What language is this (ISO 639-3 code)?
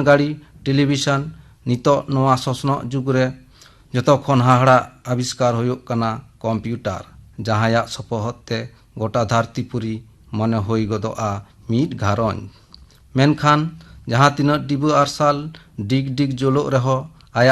sat